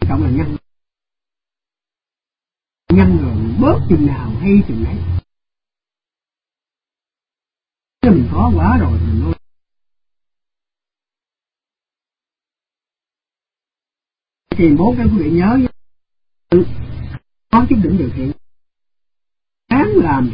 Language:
Vietnamese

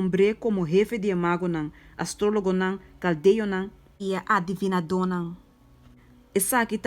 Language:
Papiamento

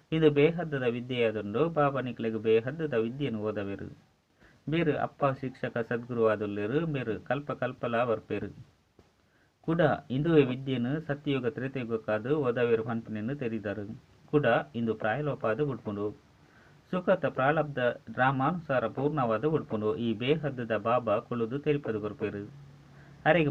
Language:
Tulu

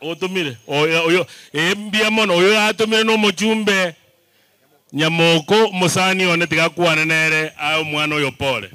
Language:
Gusii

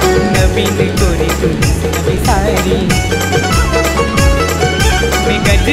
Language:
Marathi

